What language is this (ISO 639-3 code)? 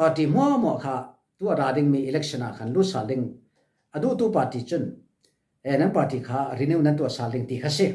cfm